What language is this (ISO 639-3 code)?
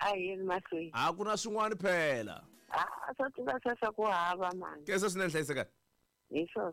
tso